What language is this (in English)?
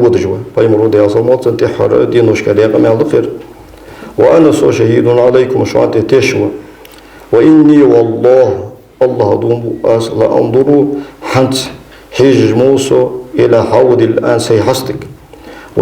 Ingush